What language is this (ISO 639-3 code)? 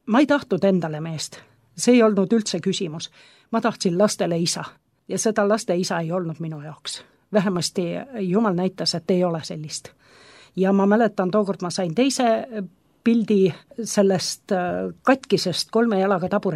est